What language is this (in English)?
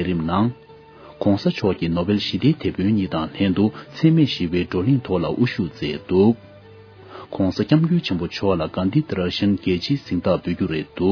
Tibetan